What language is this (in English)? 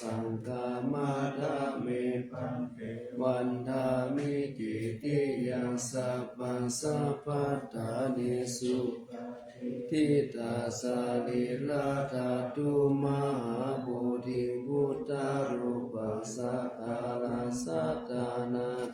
Pali